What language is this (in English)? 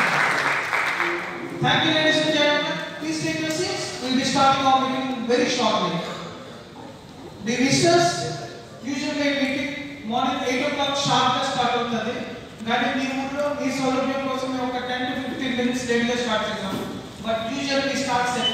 Telugu